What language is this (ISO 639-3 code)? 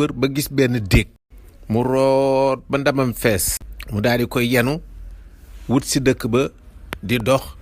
wol